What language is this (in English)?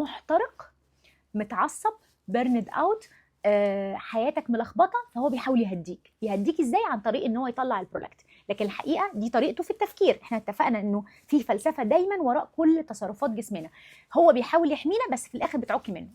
Egyptian Arabic